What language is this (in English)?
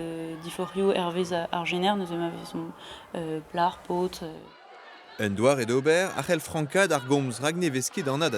Breton